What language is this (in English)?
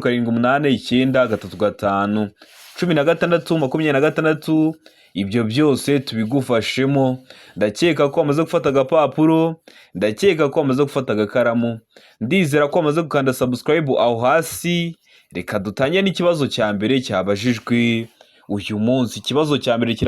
Kinyarwanda